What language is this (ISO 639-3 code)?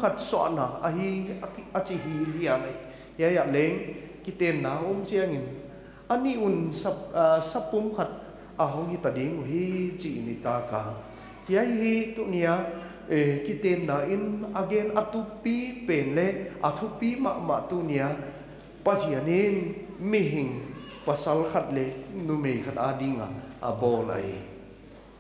pck